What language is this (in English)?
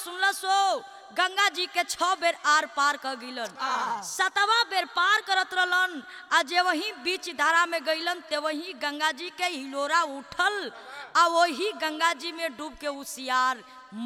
Bhojpuri